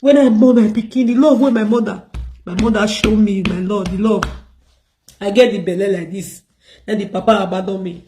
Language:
Nigerian Pidgin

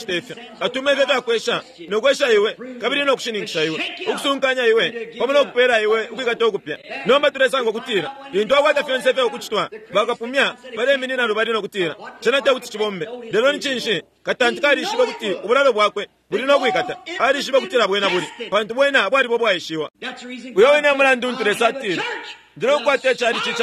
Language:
Bemba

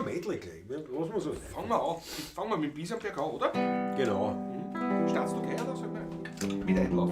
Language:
Bavarian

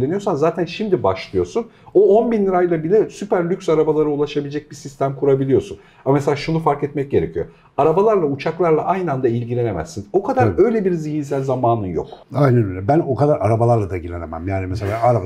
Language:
Turkish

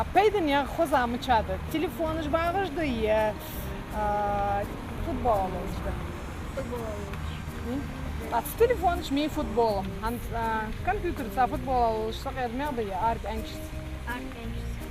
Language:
Ingush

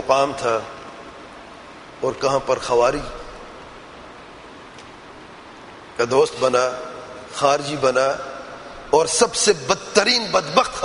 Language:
Urdu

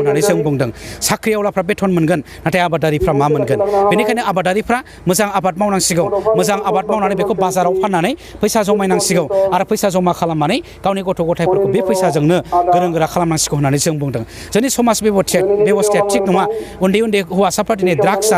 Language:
Bodo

